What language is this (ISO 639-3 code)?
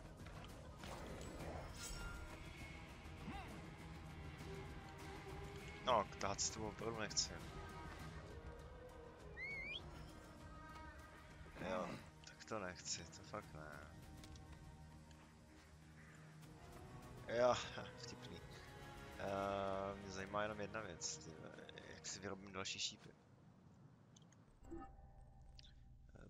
ces